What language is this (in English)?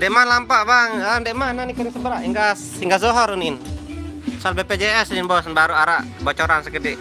Sasak